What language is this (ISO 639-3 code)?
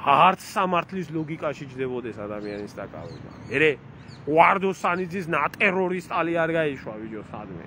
kat